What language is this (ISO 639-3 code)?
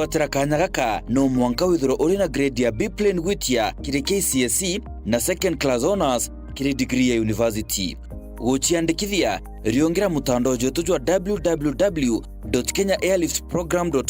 mer